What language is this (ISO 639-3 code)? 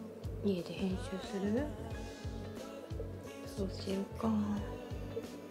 jpn